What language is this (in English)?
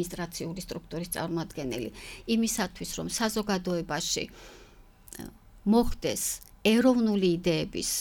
Georgian